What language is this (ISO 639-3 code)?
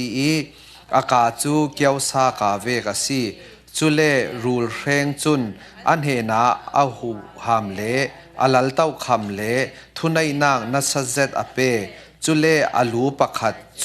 cfm